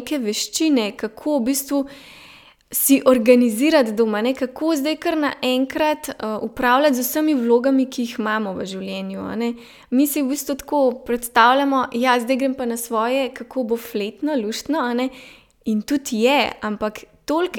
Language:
Slovenian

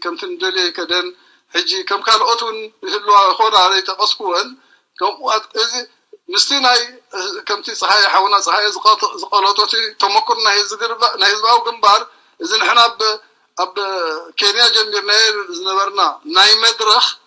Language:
Tigrinya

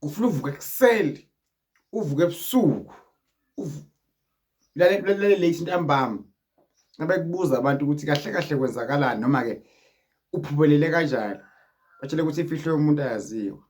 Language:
Zulu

